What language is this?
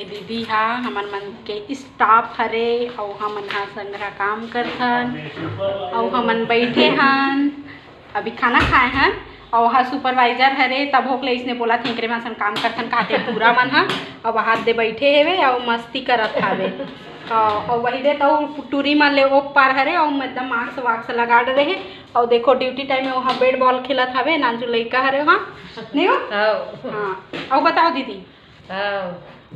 Chhattisgarhi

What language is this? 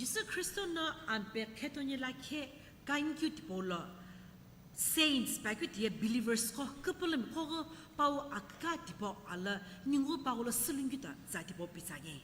Sumi Naga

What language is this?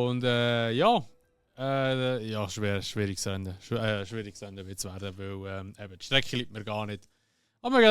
Swiss German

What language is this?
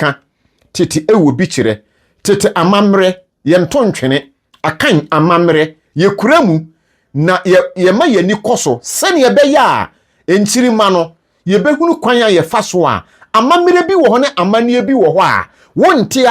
Akan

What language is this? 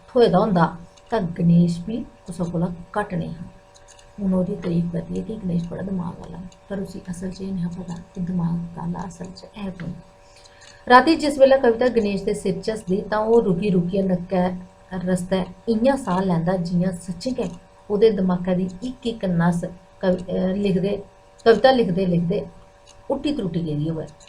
Dogri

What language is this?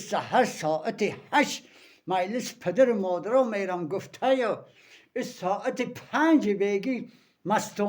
Tajik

